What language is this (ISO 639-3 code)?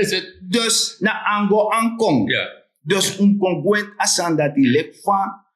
srn